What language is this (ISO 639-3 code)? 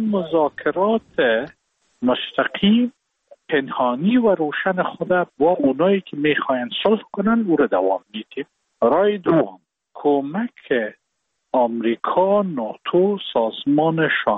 fas